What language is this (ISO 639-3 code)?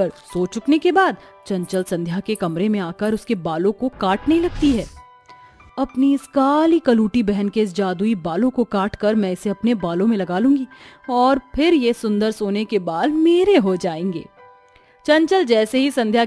hin